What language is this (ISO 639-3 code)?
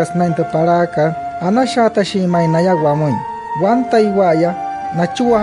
guc